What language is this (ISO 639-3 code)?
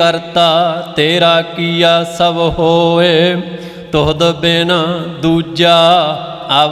pan